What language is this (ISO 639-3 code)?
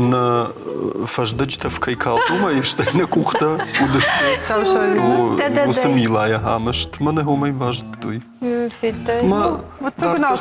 oss